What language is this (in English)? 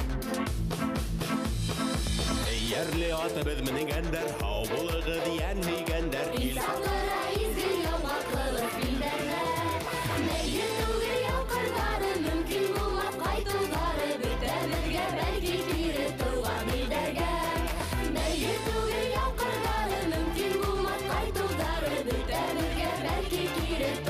Bashkir